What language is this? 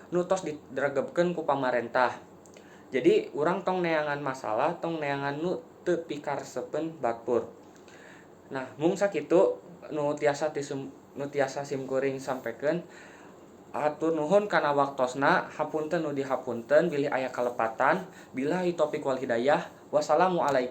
Sundanese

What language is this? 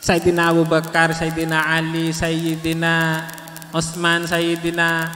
Madurese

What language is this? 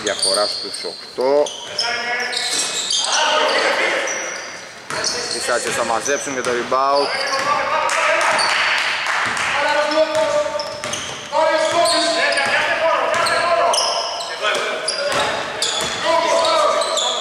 Greek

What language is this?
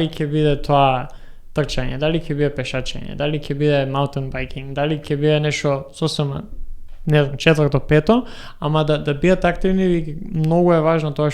Macedonian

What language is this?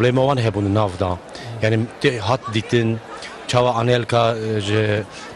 Kurdish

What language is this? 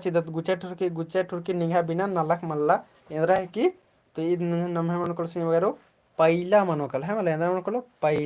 Kurukh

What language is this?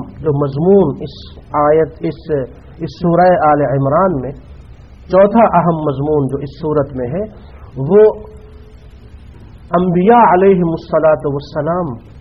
Urdu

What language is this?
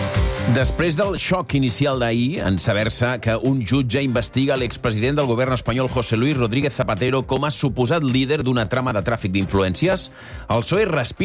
Catalan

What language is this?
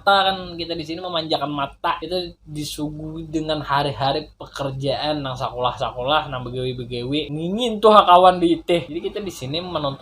Banjar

